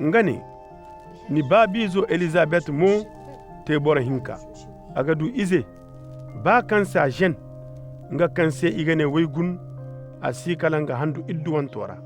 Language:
Koyraboro Senni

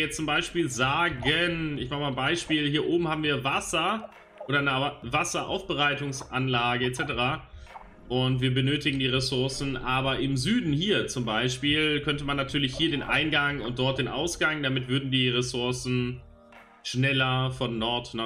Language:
German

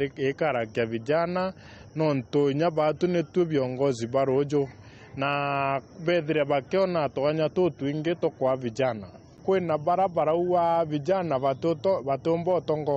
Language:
Meru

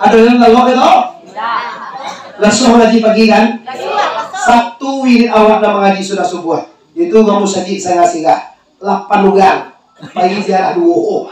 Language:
Minangkabau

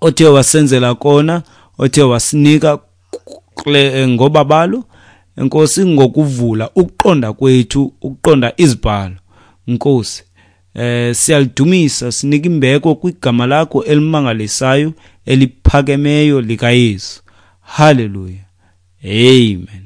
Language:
Xhosa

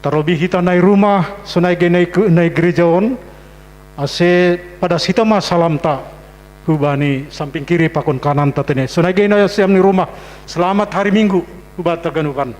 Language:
Batak Simalungun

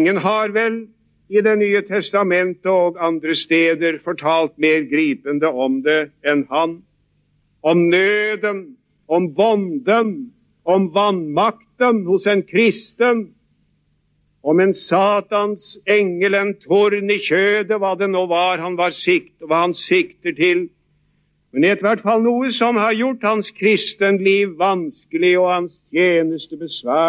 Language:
Norwegian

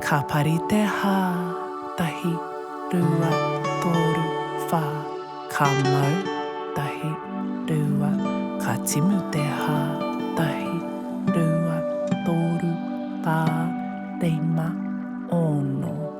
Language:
Māori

